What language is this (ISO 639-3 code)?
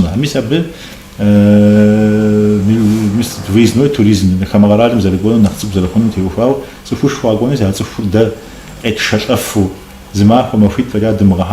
kbd